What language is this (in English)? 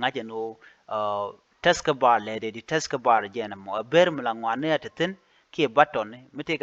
Nuer